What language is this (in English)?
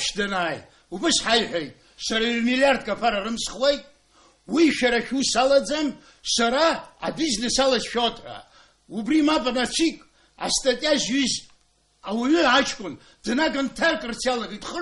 Abkhazian